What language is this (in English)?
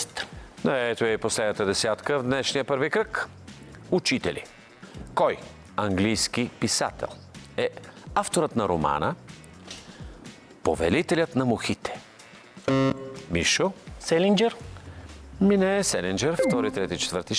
Bulgarian